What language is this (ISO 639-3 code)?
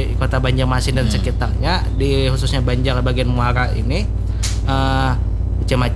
bjn